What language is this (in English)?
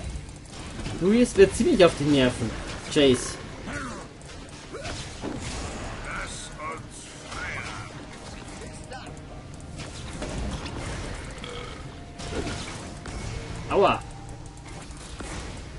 German